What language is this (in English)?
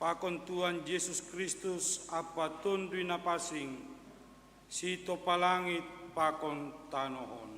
Batak Simalungun